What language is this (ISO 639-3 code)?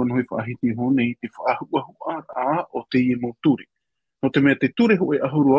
tah